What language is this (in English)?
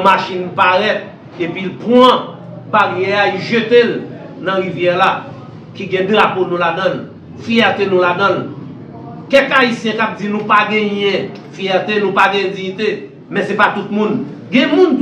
Haitian Creole